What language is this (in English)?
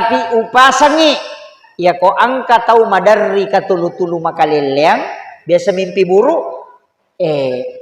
Buginese